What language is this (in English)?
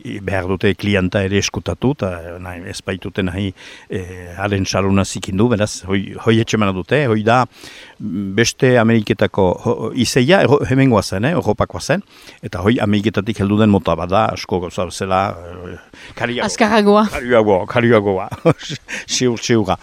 Basque